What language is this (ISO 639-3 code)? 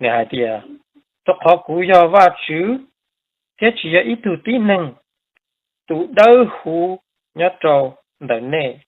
hmn